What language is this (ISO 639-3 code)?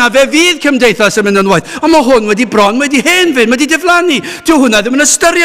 cym